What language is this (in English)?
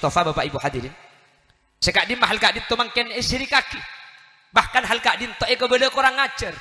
Madurese